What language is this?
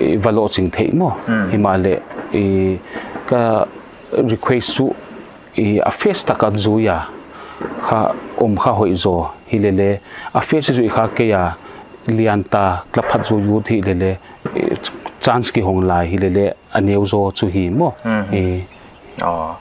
Paite Chin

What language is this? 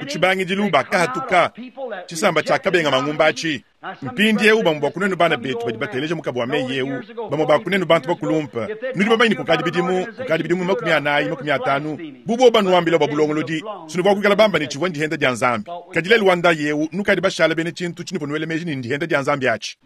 Luba-Lulua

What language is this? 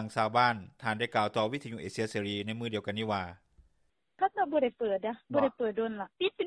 Lao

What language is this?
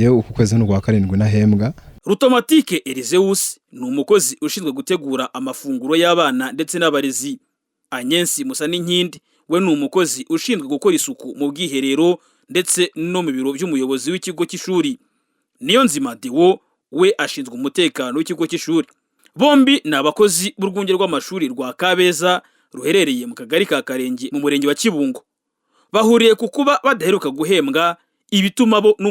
Kinyarwanda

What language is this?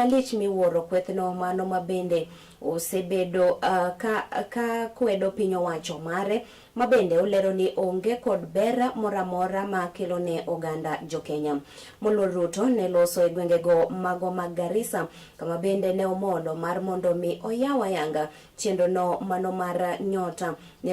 Luo (Kenya and Tanzania)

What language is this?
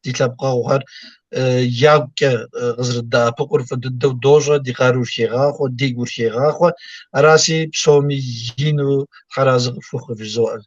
Kabardian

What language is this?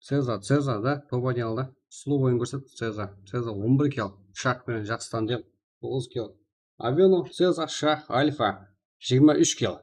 Kara-Kalpak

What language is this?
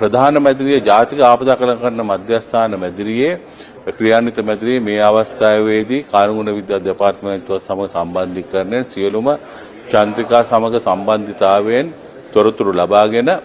Sinhala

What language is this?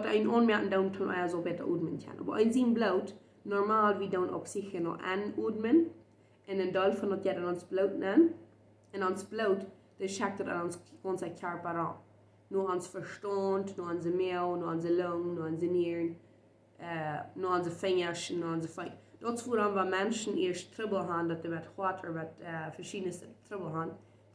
Plautdietsch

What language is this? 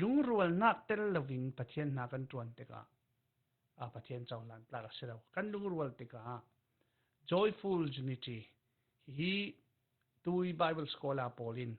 Falam Chin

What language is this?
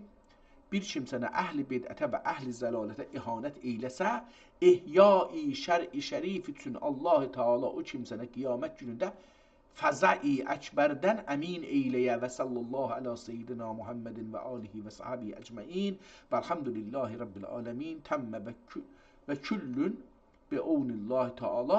South Azerbaijani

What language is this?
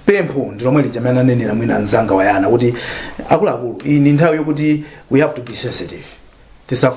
Nyanja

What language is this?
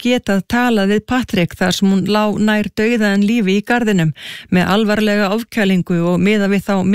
Icelandic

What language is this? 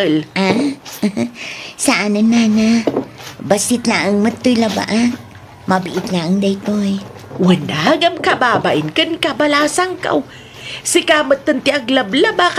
Iloko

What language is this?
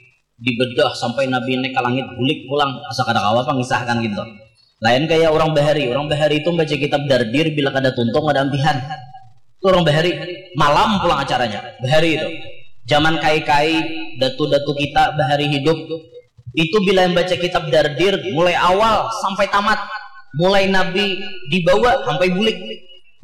Banjar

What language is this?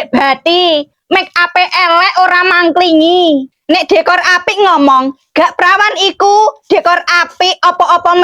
Javanese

